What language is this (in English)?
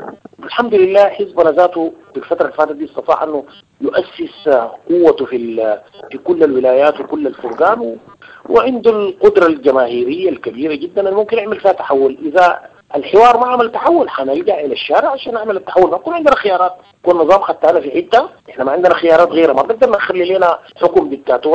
Sudanese Arabic